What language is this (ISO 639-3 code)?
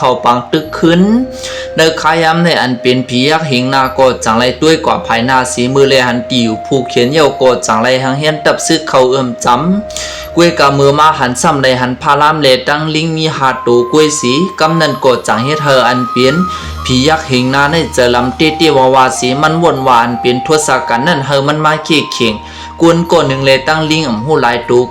shn